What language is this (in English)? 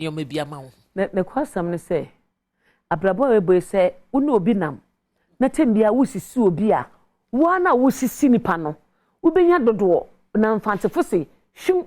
Akan